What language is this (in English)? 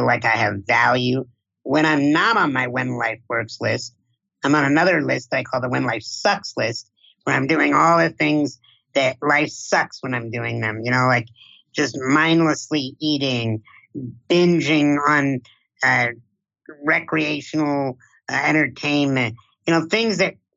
English